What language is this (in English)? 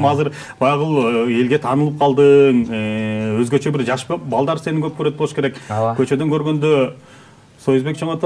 Kyrgyz